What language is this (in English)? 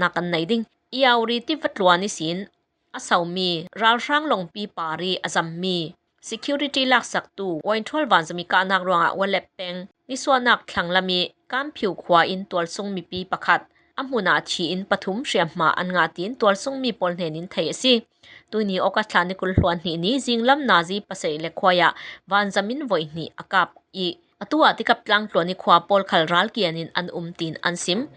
Falam Chin